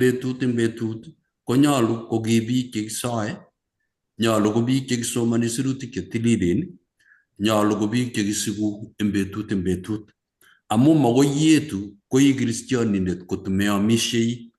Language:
Kalenjin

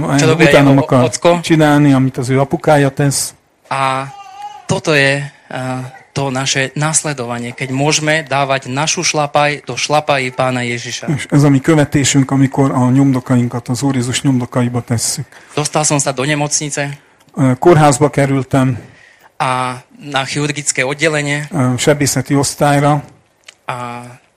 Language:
Slovak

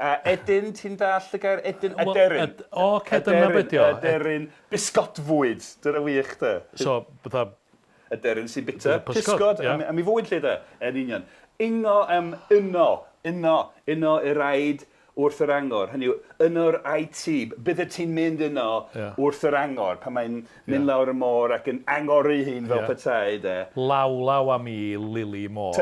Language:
Welsh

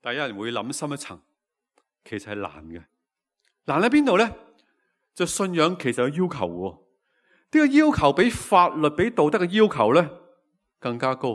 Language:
Cantonese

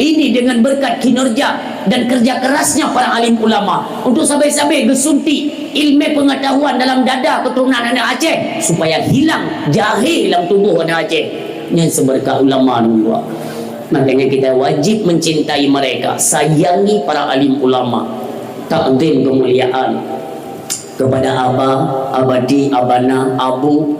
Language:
Achinese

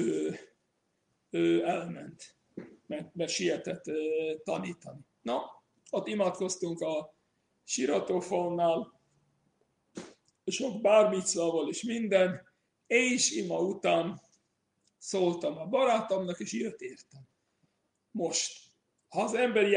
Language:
Hungarian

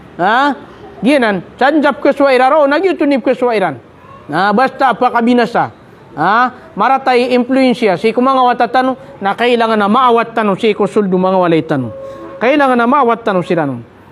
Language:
Maranao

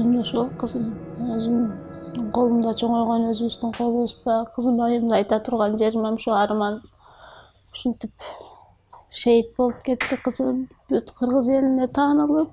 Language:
Kyrgyz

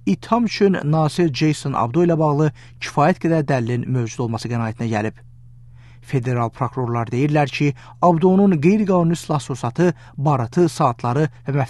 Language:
Azerbaijani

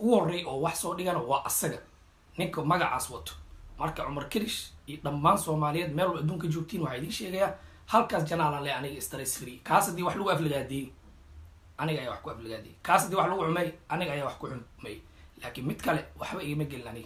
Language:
Somali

